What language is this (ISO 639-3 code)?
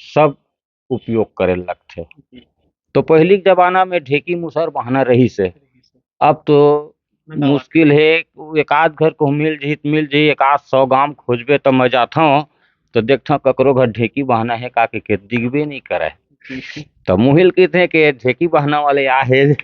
hne